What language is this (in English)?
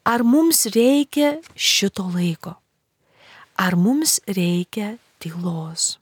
Lithuanian